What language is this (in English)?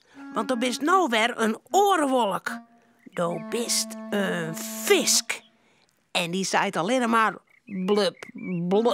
Western Frisian